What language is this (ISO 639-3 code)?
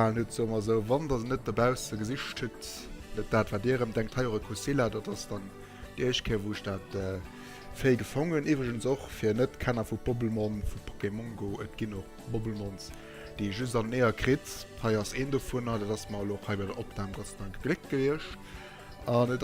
ltz